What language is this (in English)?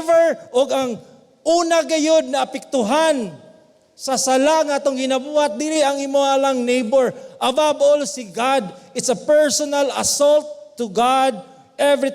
Cebuano